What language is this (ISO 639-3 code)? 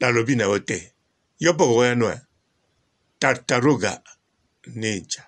lin